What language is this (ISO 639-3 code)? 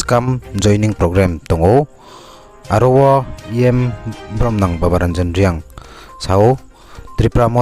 ria